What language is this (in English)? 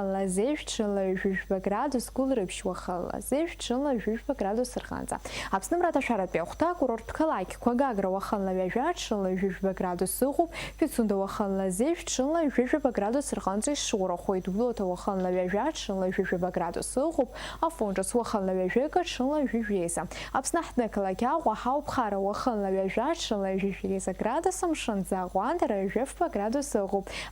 Abkhazian